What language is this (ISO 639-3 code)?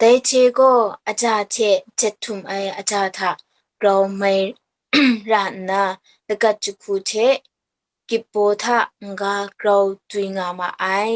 kac